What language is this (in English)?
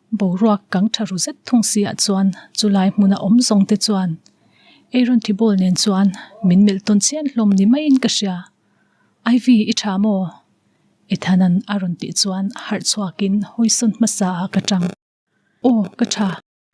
Mizo